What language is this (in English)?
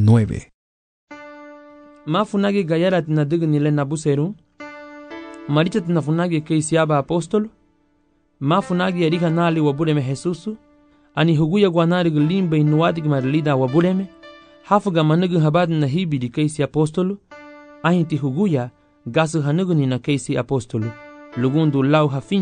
Garifuna